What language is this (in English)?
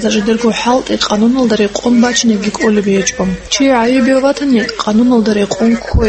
Avaric